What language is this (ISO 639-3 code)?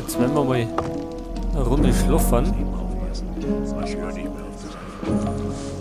bar